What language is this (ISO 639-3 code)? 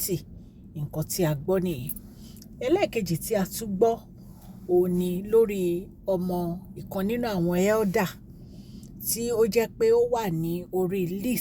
yor